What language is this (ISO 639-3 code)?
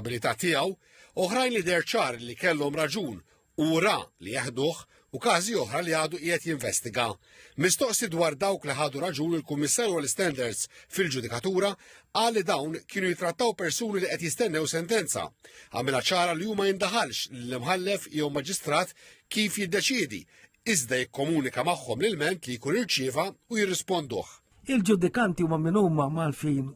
mlt